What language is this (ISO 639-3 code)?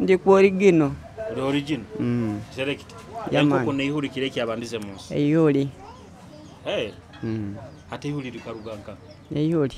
ttj